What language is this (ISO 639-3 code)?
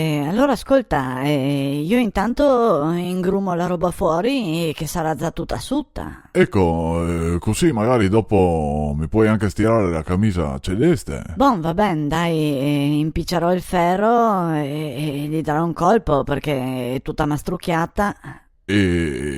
vec